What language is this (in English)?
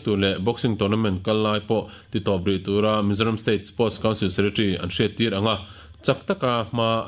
Mizo